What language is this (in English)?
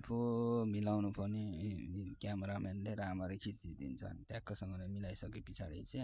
Nepali